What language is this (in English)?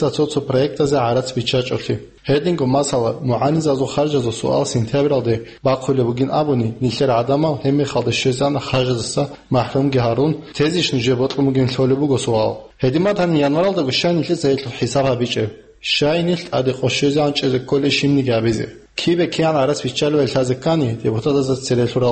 Avaric